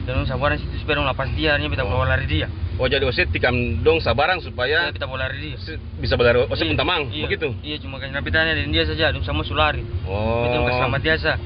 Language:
Ambonese Malay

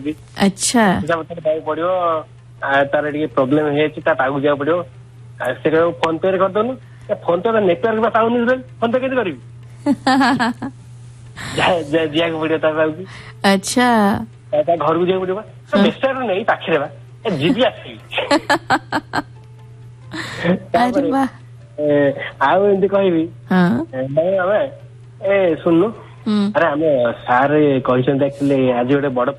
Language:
Odia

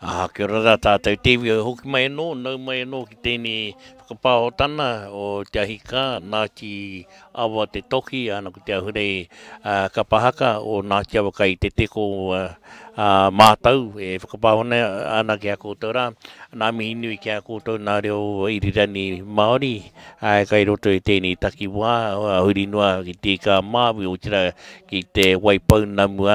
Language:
Māori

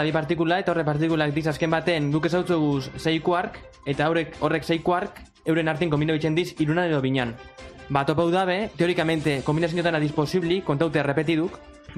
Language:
Basque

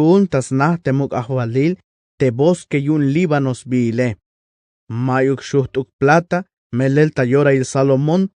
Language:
Tzeltal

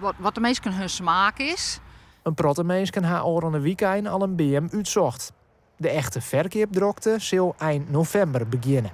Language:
Western Frisian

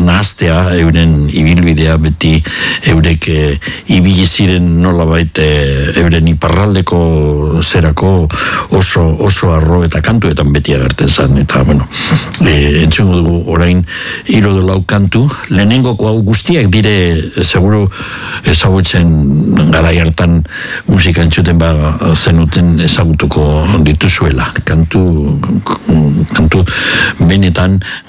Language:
Basque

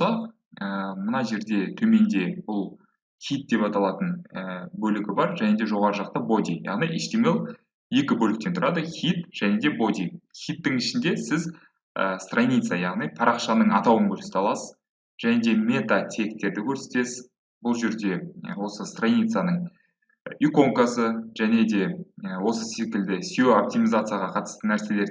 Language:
Kazakh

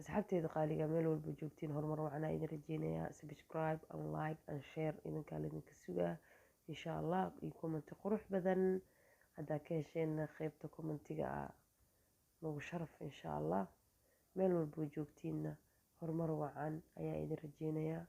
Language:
Somali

